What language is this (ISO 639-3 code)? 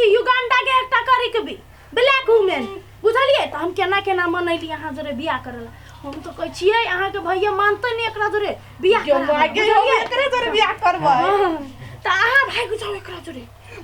mai